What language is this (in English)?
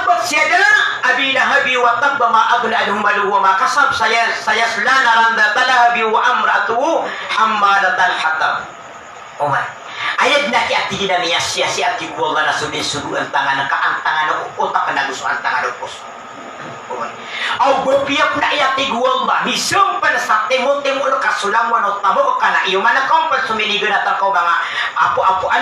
Maranao